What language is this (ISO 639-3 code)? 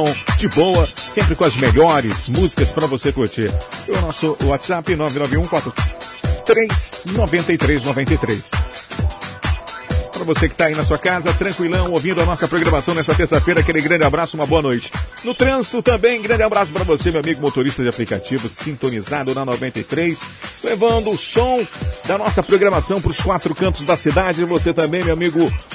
por